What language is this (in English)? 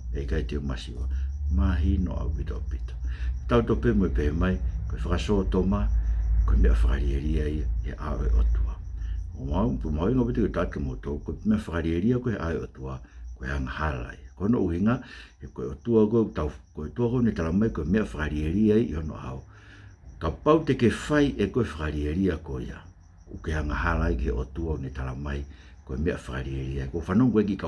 Tongan